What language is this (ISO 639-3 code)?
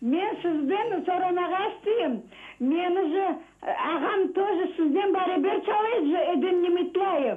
crh